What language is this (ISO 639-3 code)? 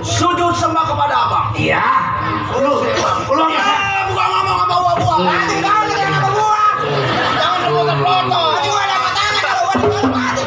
bew